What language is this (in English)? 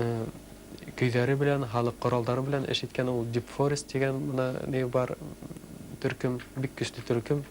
Bashkir